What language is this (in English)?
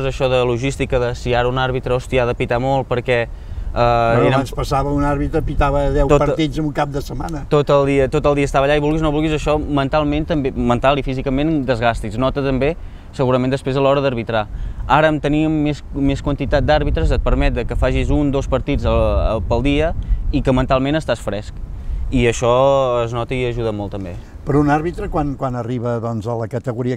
Catalan